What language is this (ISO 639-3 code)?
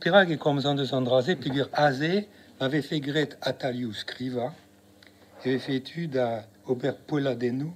bre